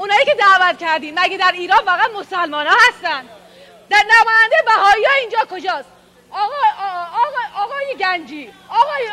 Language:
Persian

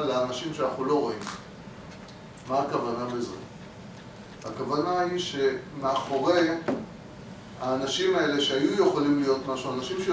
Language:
Hebrew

